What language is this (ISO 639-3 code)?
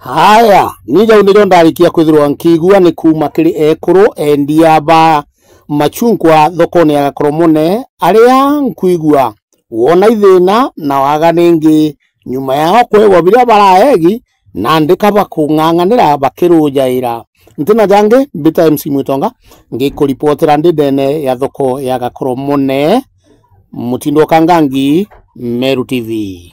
mer